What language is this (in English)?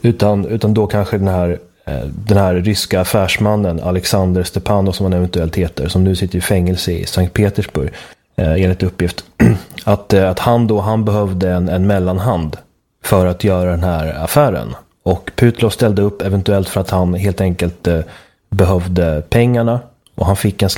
Swedish